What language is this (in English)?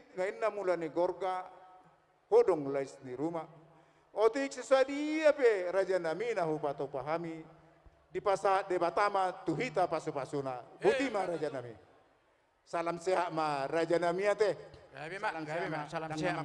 Batak Toba